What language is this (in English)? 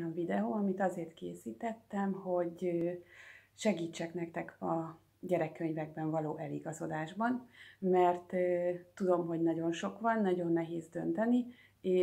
Hungarian